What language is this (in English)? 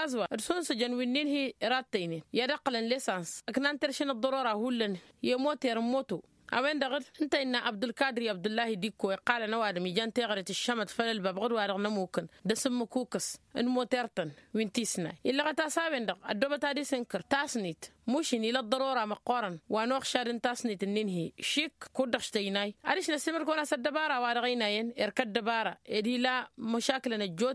Tamasheq